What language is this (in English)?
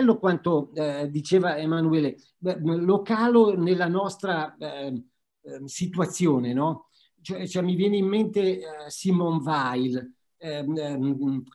Italian